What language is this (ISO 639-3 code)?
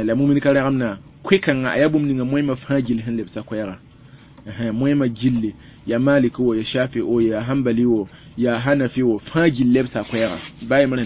mos